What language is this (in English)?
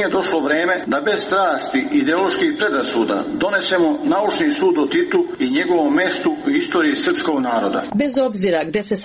Serbian